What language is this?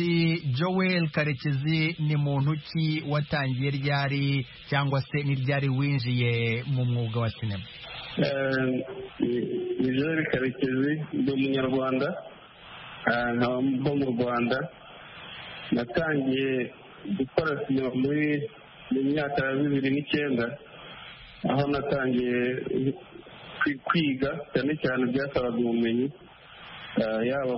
Kinyarwanda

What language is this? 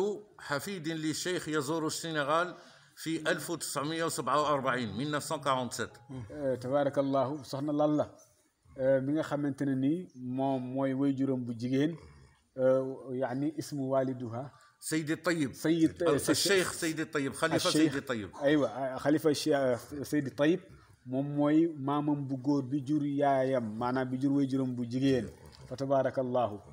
Wolof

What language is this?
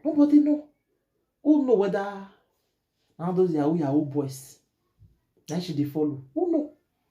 Nigerian Pidgin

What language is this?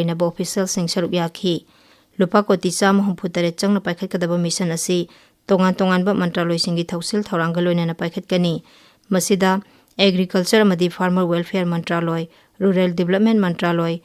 Manipuri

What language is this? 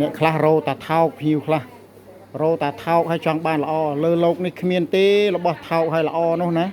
Khmer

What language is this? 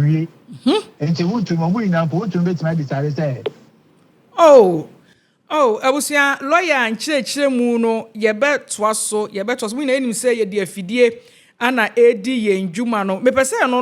Akan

